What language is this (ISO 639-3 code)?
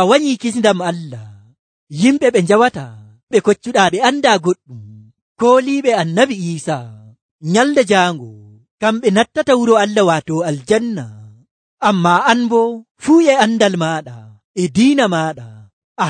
fuv